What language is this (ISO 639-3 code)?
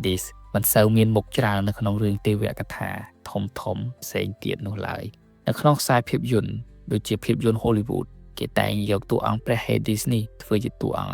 khm